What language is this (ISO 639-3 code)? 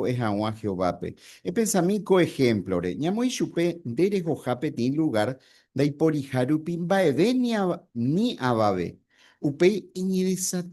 grn